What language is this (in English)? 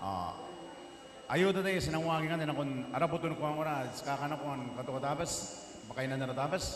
Gilbertese